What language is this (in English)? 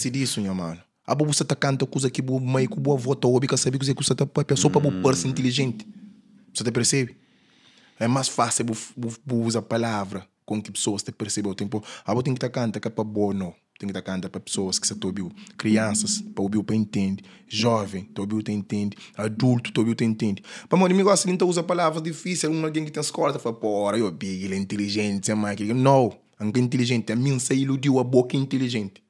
Kabuverdianu